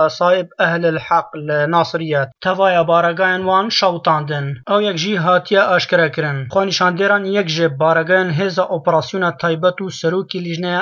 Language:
Kurdish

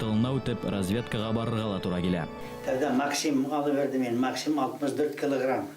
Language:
Bashkir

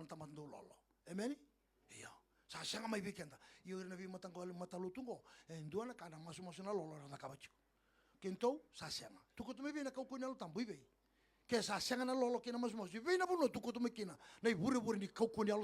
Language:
Fijian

